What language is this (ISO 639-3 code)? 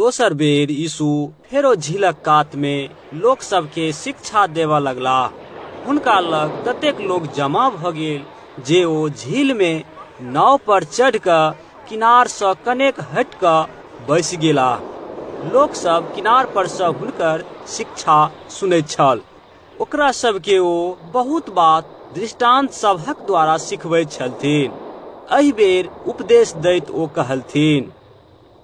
mai